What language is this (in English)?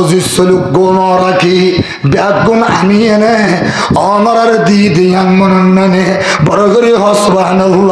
Rohingya